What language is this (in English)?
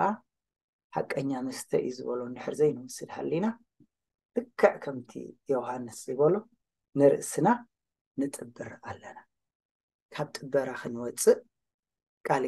Tigrinya